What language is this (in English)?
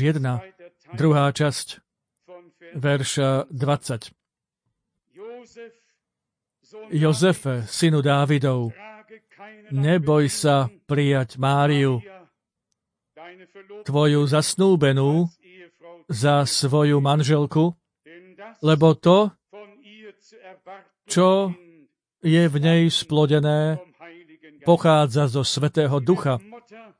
Slovak